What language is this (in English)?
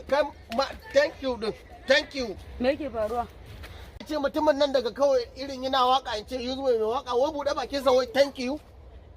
Hausa